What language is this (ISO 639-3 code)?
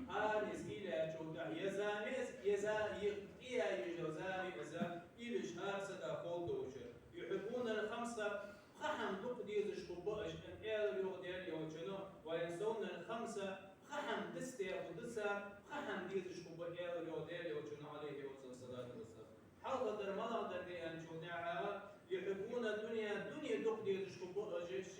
inh